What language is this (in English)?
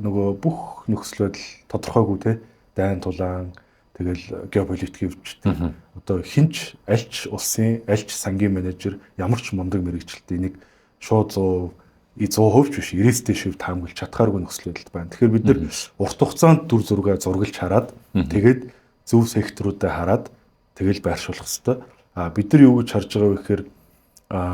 Mongolian